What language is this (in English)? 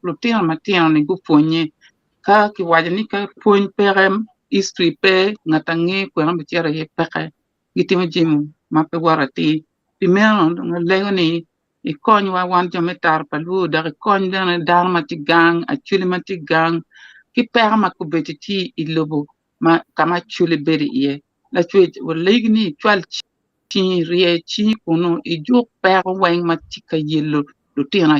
Acoli